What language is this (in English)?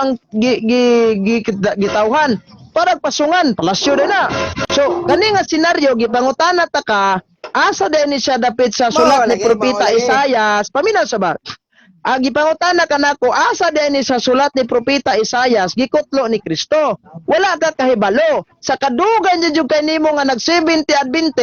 Cebuano